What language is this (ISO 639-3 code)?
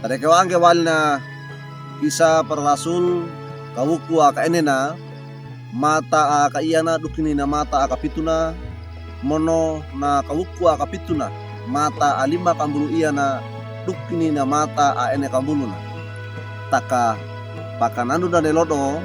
wew